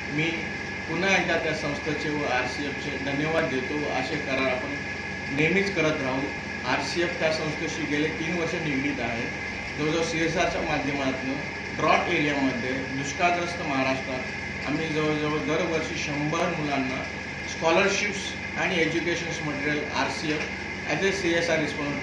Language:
Marathi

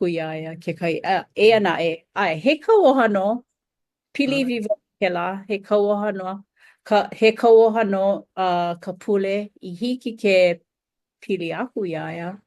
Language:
Hawaiian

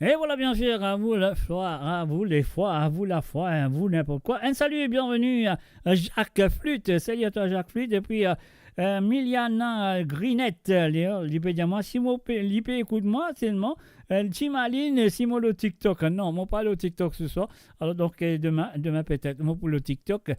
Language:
Morisyen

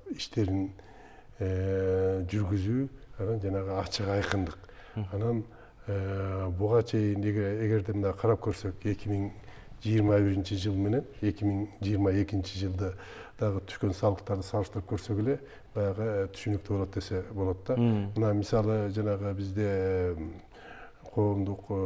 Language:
Kyrgyz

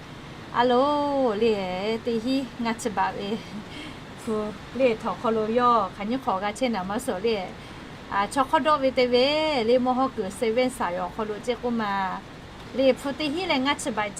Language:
Lahu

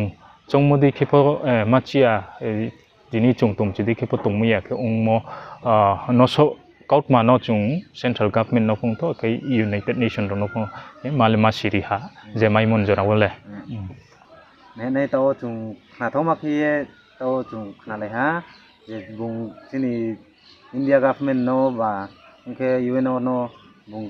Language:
Riang (India)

